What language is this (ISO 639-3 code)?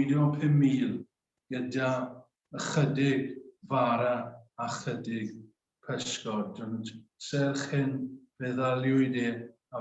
cym